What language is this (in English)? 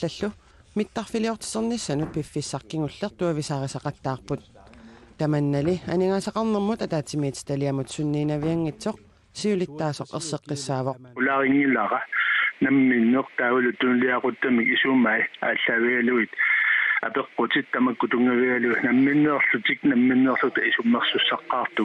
Kalaallisut